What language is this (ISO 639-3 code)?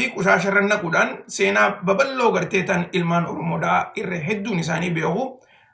orm